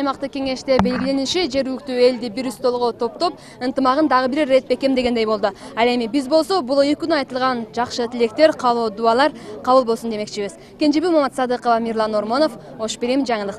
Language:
Kyrgyz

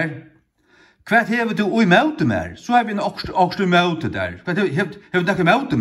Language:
Faroese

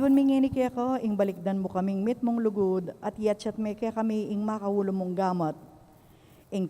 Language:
Pampanga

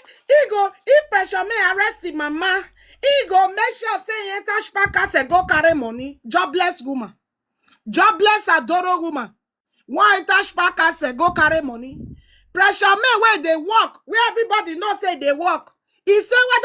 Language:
Nigerian Pidgin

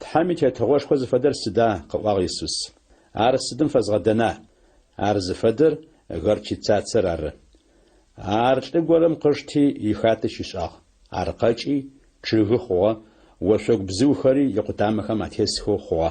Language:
Adyghe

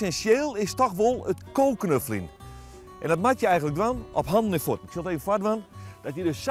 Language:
Western Frisian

